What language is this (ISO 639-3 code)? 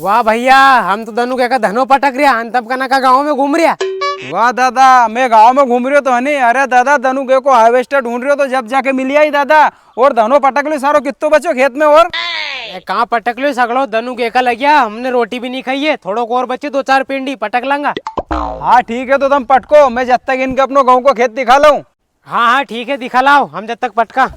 raj